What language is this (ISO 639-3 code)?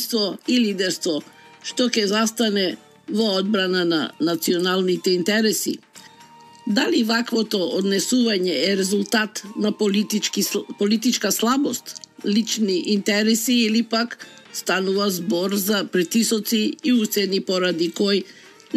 mkd